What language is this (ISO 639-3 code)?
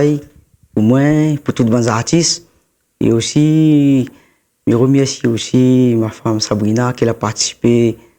rcf